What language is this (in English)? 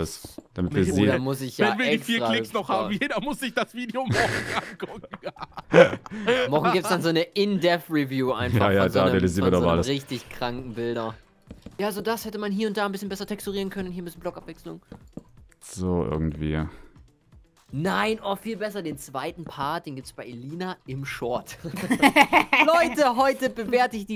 German